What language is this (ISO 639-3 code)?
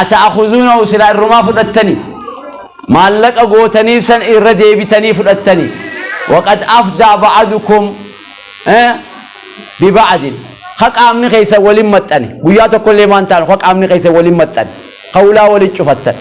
orm